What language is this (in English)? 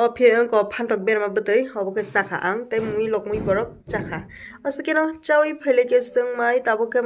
Kok Borok